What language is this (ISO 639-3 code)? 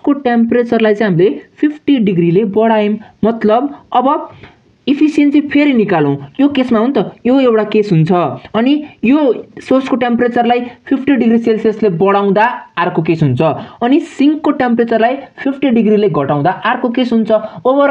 nep